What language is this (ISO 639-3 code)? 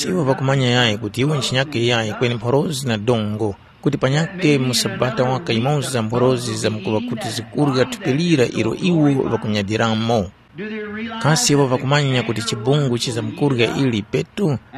tum